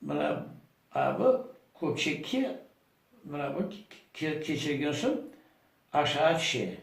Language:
Crimean Tatar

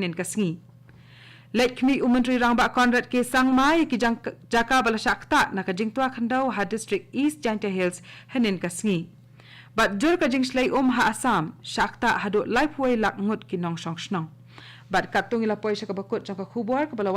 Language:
Khasi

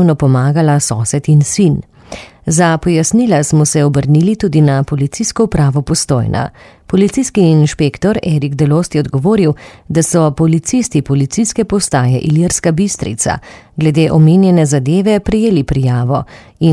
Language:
Slovenian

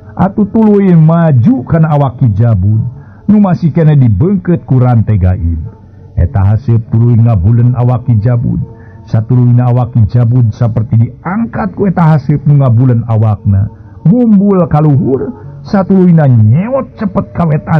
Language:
Sundanese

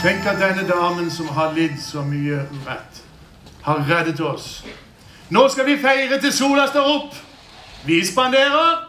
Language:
Norwegian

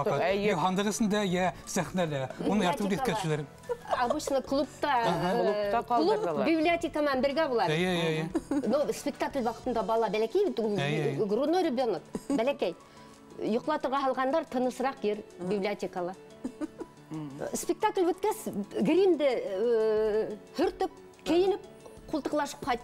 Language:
Bashkir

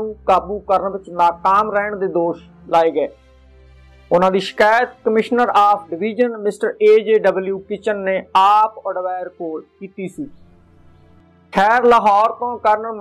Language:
Punjabi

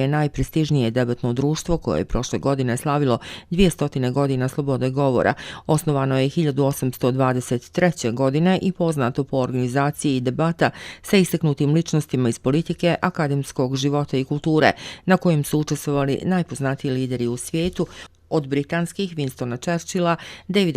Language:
Bosnian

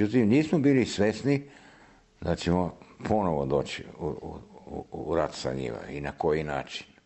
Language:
Serbian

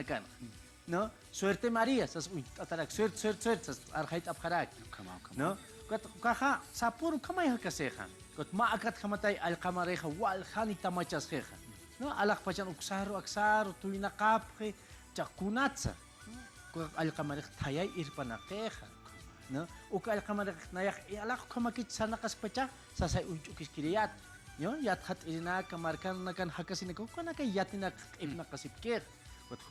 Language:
Aymara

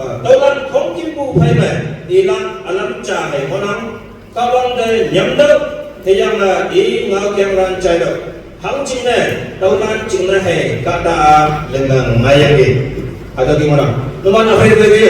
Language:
Naga Pidgin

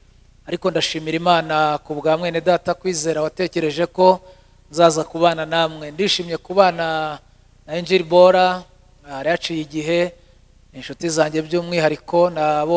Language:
Kinyarwanda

